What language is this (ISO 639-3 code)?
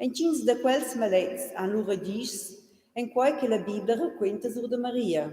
roh